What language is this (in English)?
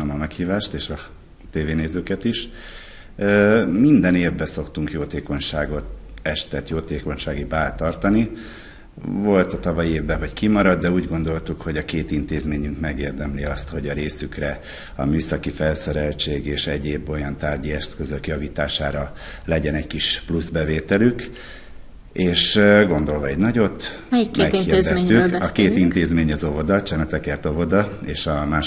Hungarian